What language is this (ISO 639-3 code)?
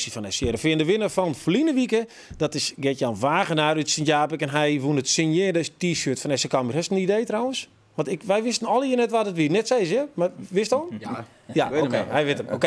fry